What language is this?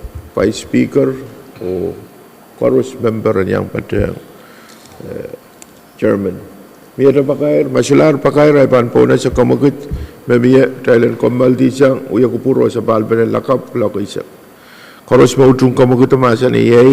Pohnpeian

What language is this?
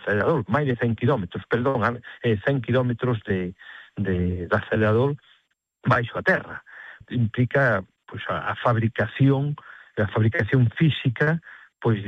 Galician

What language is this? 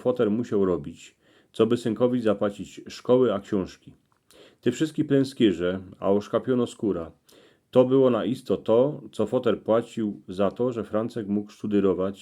Silesian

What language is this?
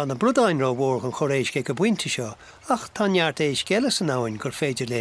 Irish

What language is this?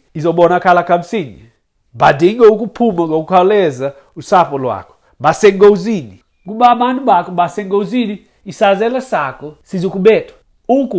Xhosa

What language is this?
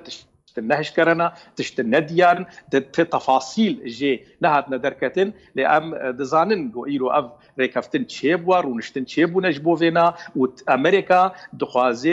Kurdish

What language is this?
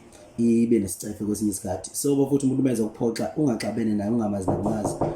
Zulu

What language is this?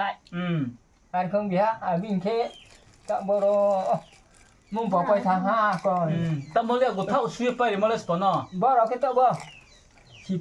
Riang (India)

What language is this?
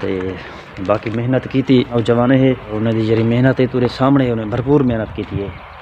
Saraiki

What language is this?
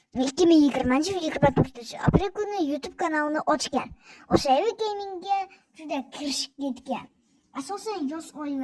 Uzbek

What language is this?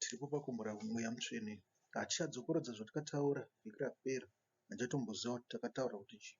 Shona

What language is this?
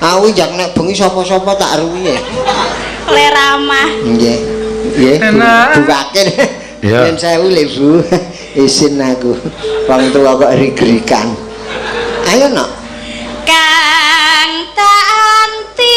Javanese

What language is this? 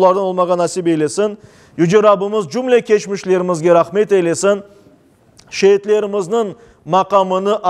Crimean Tatar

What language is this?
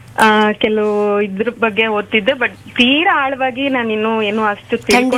Kannada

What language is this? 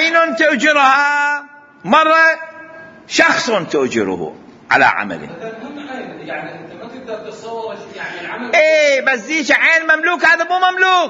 Mesopotamian Arabic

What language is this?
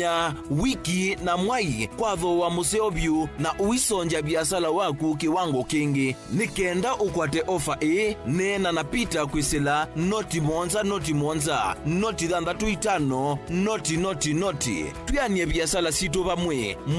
Kamba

